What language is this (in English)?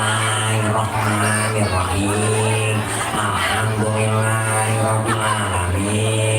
Betawi